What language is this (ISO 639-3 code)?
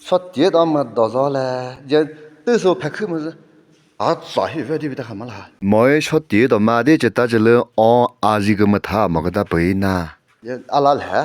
nri